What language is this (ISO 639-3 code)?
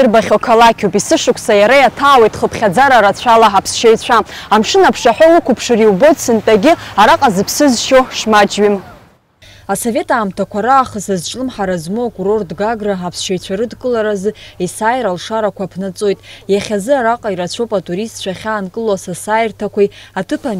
abk